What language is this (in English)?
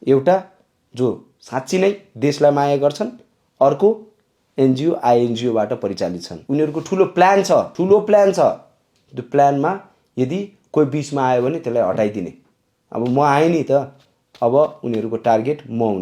Nepali